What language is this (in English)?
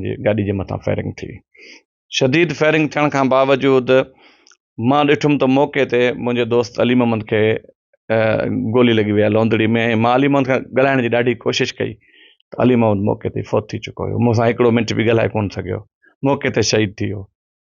Sindhi